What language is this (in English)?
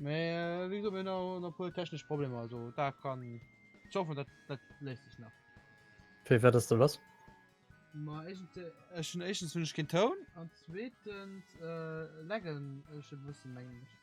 Luxembourgish